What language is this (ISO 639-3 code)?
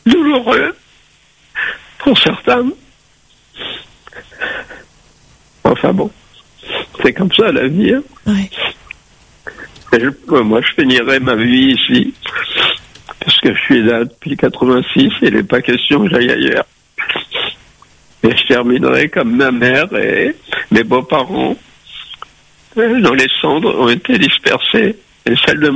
fra